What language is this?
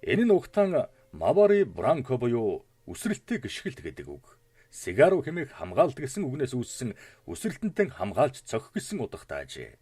Mongolian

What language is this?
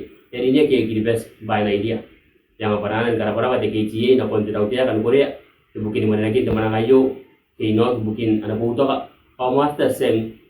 Gilbertese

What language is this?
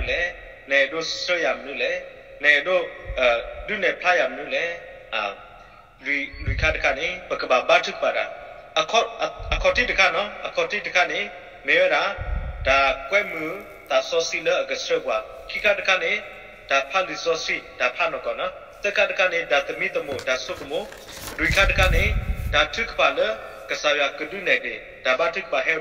S'gaw Karen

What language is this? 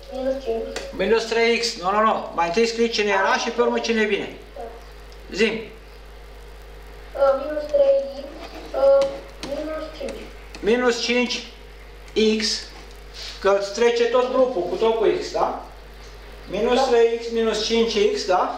Romanian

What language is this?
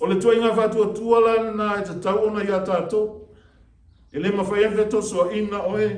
Samoan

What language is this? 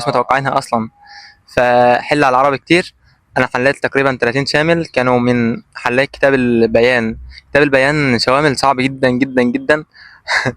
Egyptian Arabic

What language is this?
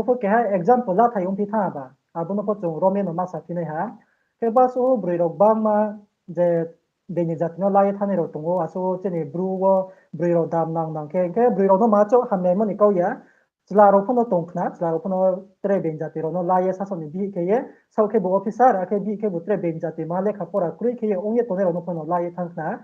Riang (India)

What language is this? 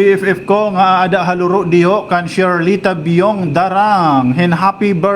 Waray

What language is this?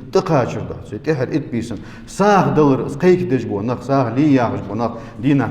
Ingush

